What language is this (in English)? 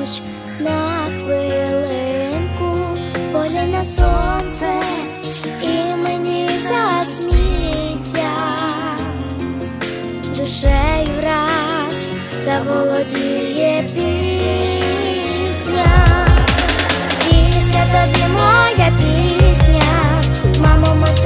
Ukrainian